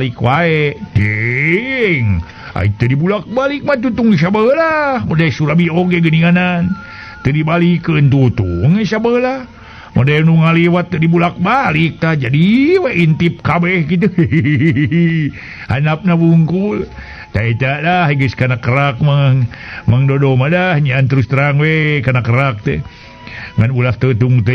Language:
Sundanese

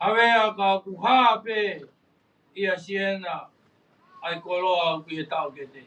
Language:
Tongan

